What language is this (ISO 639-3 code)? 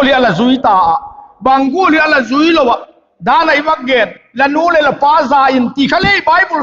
vap